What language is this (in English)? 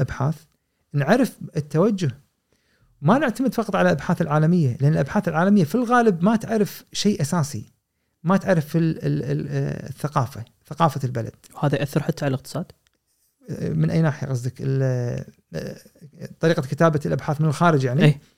Gulf Arabic